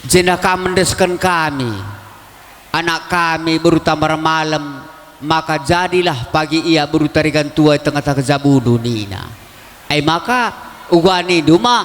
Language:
Batak Karo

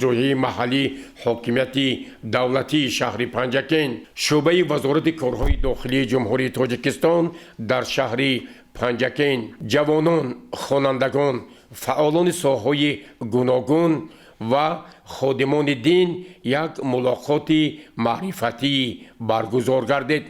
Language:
Tajik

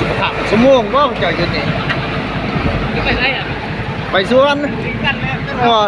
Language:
Lao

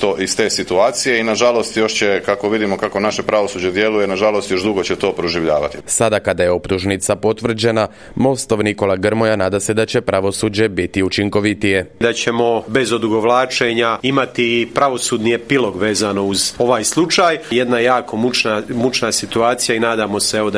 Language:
Croatian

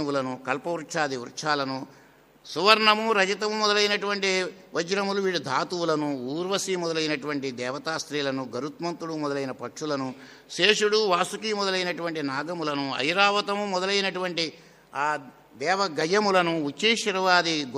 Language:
Telugu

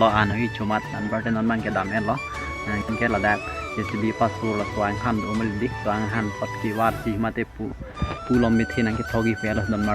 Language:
Karbi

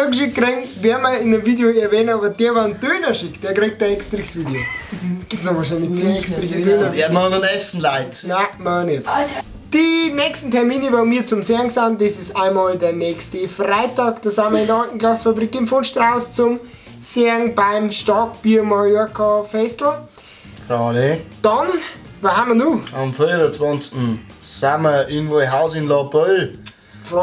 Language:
Bavarian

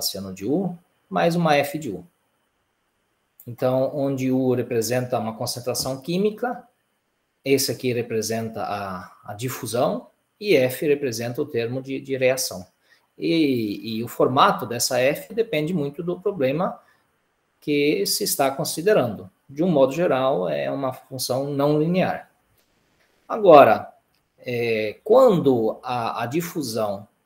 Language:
Portuguese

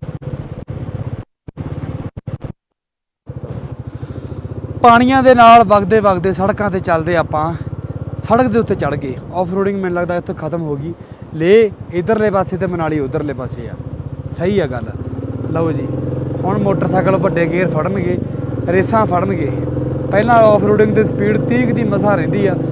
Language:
Punjabi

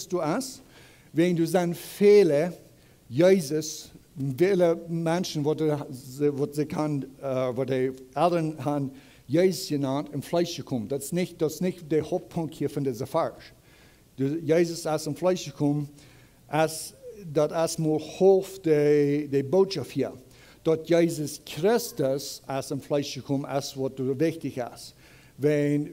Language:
Plautdietsch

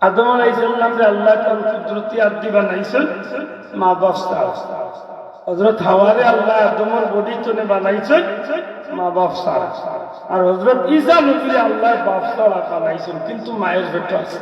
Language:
Sylheti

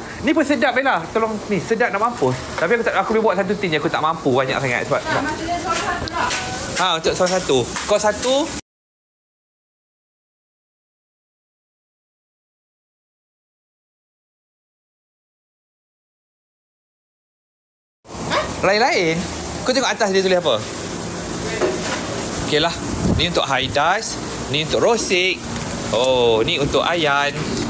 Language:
Malay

